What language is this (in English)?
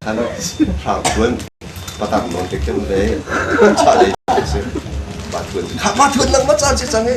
Hakha Chin